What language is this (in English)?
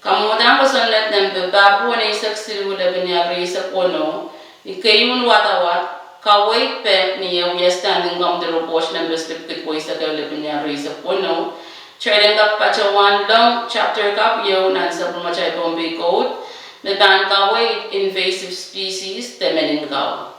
Pohnpeian